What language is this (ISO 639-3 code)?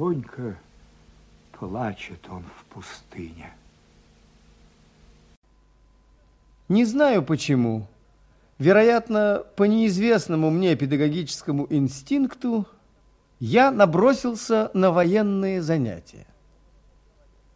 rus